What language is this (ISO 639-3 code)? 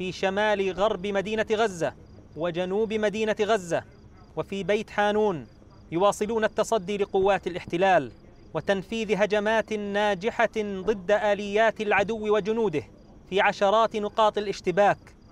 ara